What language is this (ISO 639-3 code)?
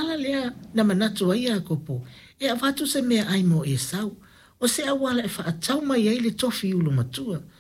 smo